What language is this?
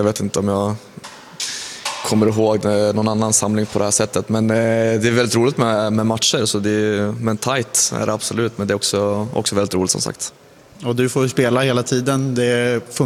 Swedish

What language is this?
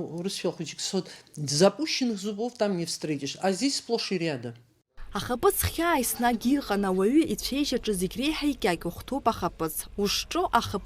Abkhazian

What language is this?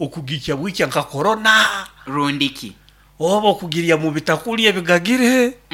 Nyoro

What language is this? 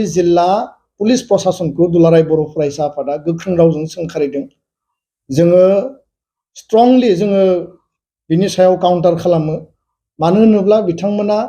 Bodo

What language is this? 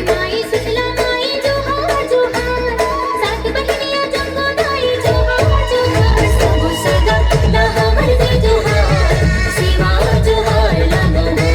Chhattisgarhi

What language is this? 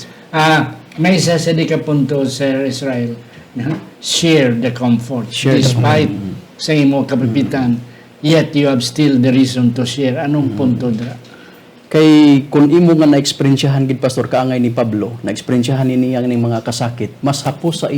Hiligaynon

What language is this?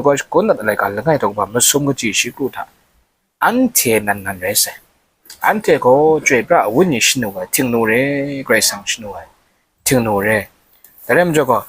Kachin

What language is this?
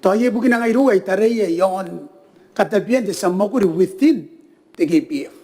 Gilbertese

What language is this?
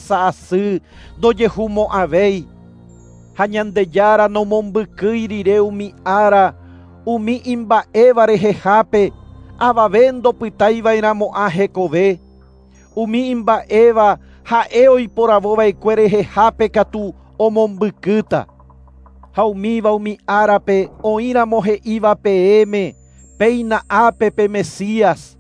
Guarani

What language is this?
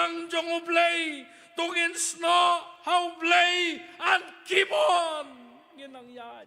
Khasi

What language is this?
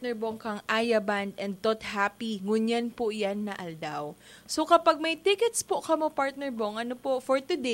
Bikol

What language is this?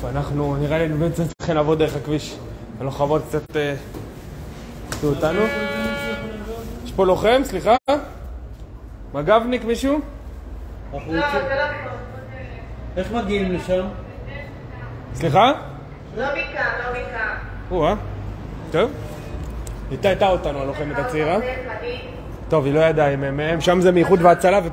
Hebrew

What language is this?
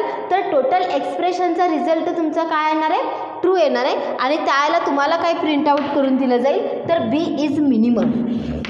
Marathi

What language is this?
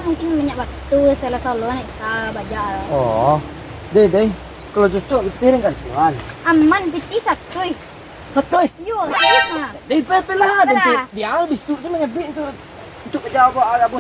Minangkabau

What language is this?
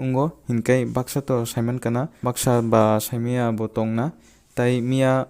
Kok Borok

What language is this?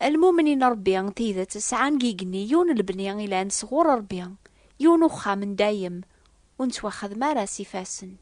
Kabyle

